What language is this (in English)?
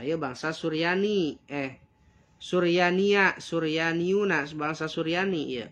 Sundanese